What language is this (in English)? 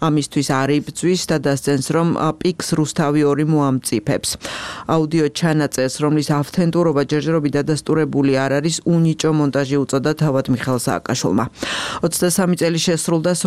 Georgian